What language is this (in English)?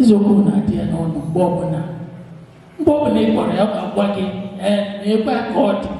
Igbo